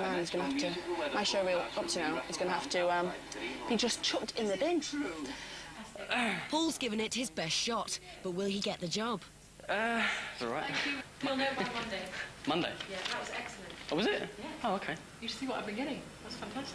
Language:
English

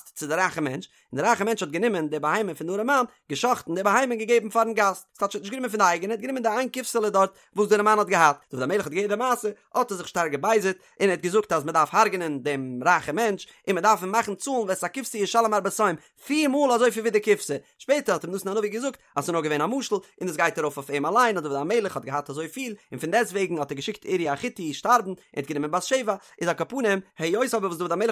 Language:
Yiddish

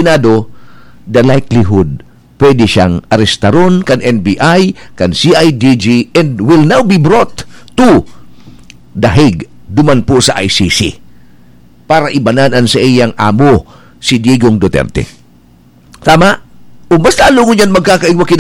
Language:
Bikol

